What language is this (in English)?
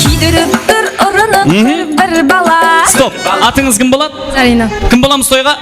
Kara-Kalpak